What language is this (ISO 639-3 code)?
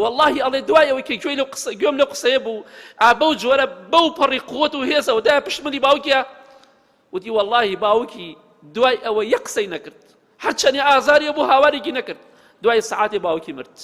ckb